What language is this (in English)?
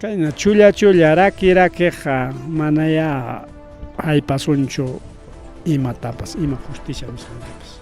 Ayacucho Quechua